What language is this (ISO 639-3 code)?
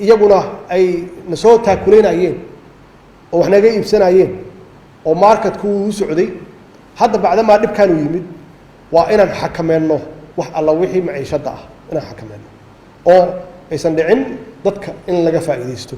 som